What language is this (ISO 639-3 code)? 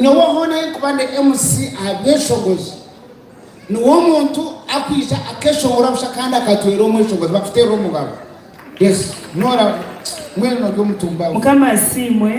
nyn